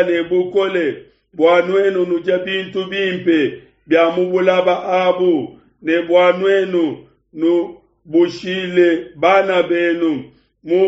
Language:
Luba-Lulua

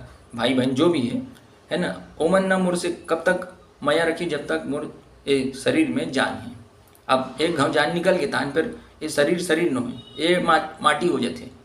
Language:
Chhattisgarhi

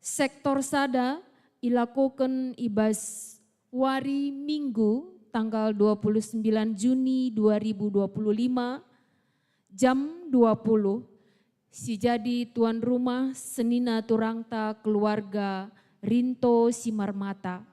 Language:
Batak Karo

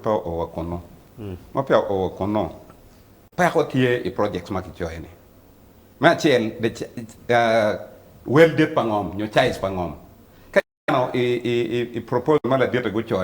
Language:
Acoli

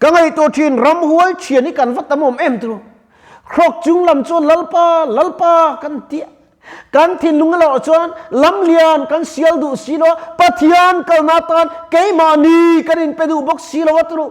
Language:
Mizo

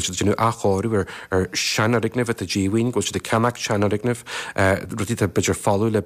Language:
Irish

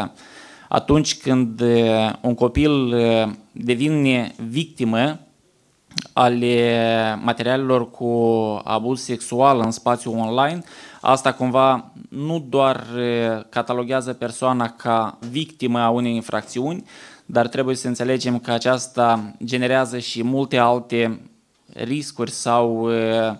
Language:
Romanian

